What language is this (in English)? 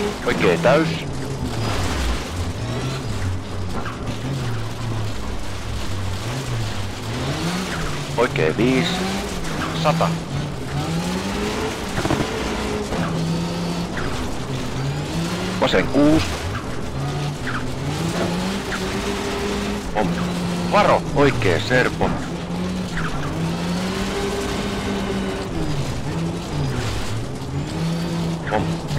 Finnish